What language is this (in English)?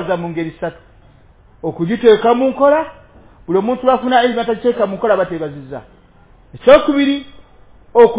Ganda